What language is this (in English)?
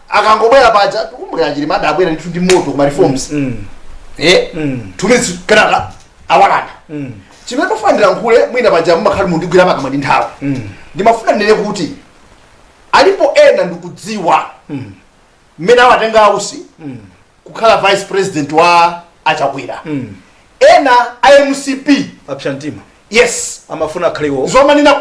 Nyanja